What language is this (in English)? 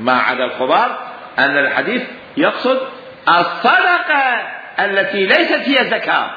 Mesopotamian Arabic